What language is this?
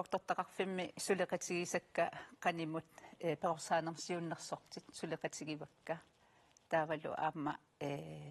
Kalaallisut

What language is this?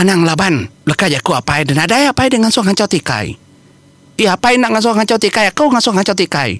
Iban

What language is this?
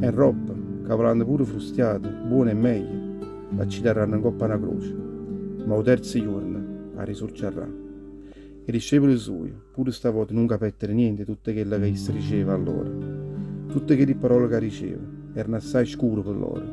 Neapolitan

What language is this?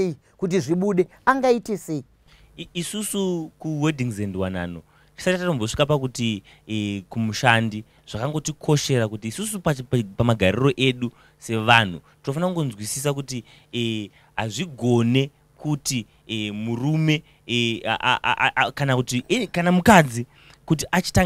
Shona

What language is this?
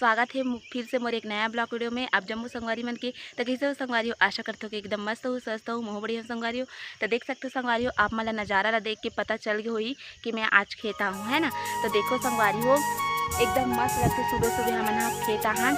Chhattisgarhi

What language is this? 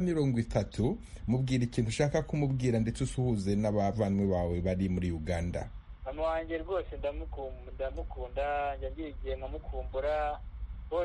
Kinyarwanda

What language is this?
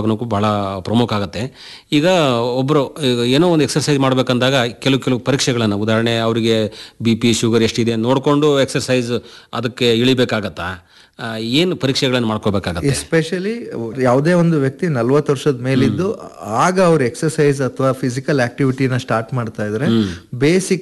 Kannada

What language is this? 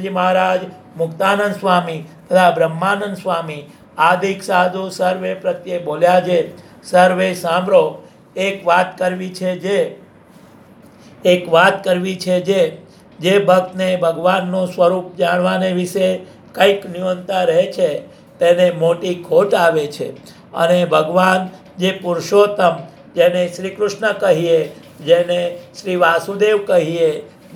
Gujarati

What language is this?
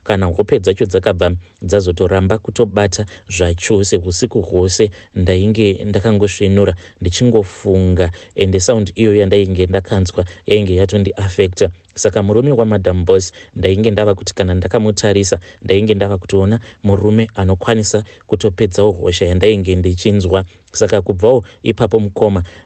Shona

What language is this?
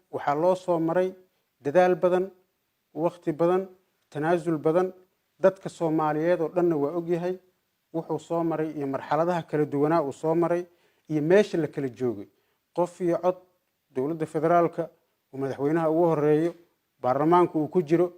Somali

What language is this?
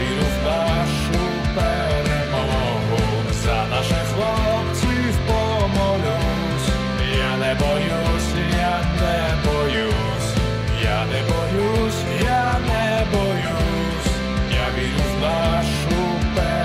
Ukrainian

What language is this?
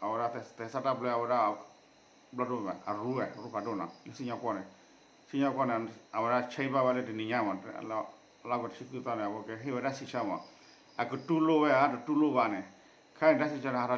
S'gaw Karen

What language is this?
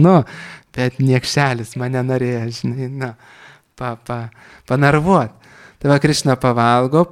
Lithuanian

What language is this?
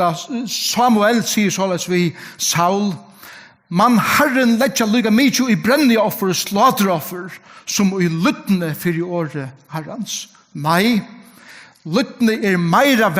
Faroese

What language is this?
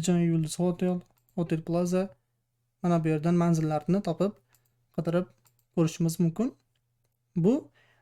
Uzbek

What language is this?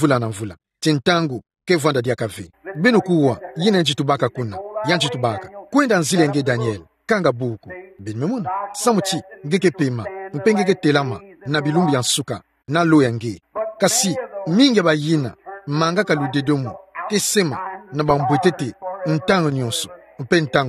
Kituba (Democratic Republic of Congo)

